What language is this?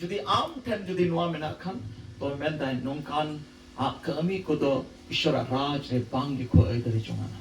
Santali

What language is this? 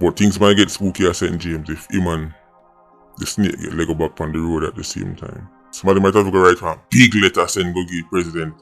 Jamaican Creole English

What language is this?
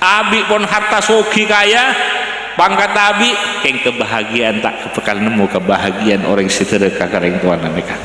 Madurese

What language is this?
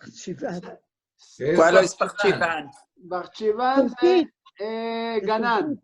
Ladino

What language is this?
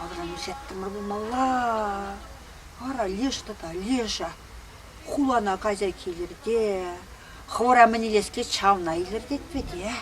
Chuvash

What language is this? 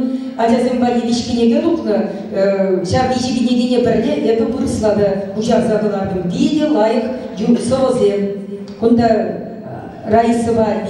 Chuvash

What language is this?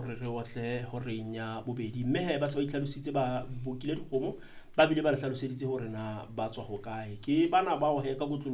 Southern Sotho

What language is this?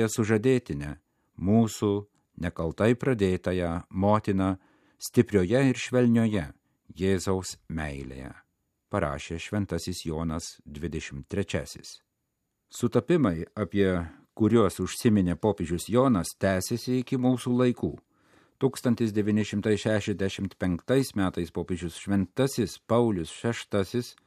Lithuanian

